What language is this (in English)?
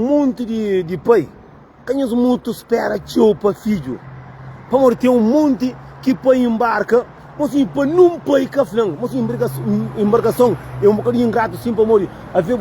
Kabuverdianu